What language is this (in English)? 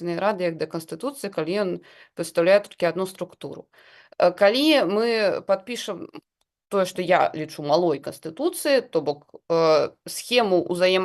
Belarusian